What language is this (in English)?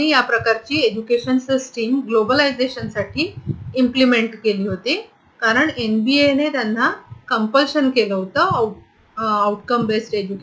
Marathi